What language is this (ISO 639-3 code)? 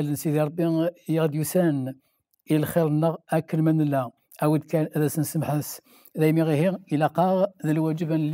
kab